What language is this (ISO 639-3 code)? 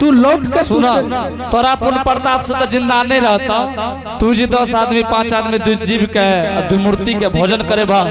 anp